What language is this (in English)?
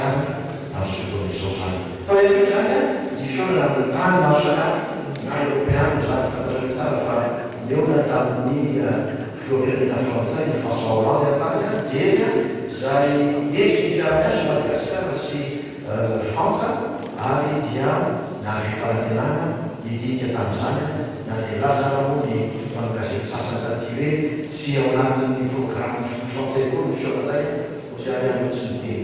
Malagasy